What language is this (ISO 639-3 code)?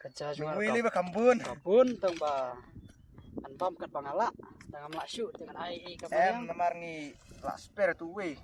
kha